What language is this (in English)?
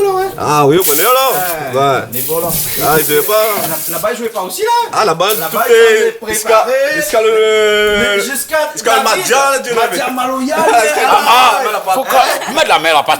Réunion Creole French